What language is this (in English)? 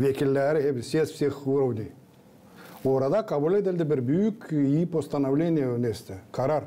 Gagauz